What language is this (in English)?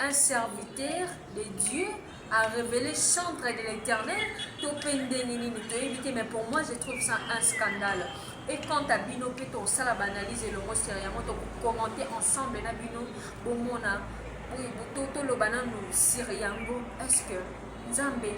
Lingala